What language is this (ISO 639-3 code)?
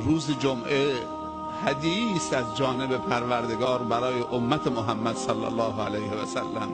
tgk